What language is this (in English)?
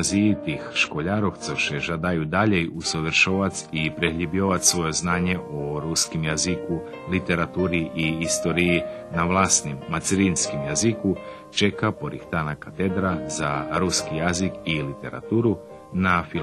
Rusyn